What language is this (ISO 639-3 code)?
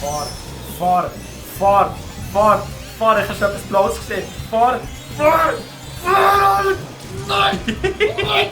gsw